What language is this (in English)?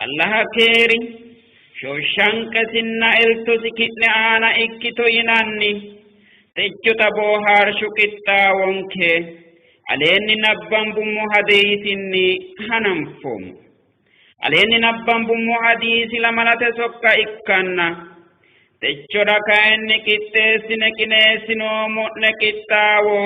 Sidamo